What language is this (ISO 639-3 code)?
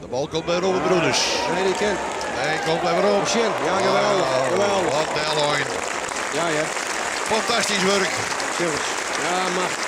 fry